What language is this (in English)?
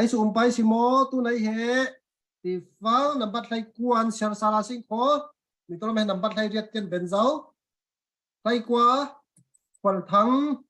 Falam Chin